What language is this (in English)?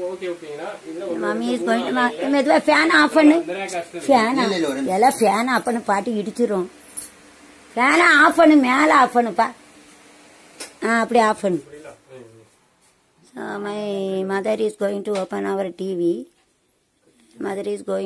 Tamil